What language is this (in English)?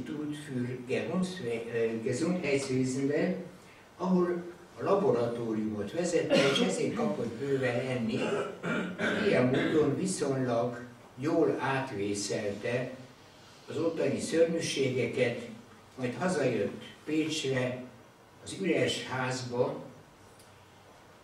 Hungarian